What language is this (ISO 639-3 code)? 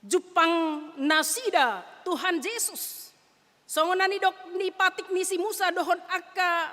bbc